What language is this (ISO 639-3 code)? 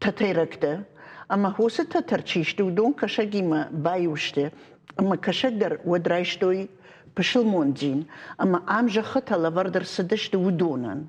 oss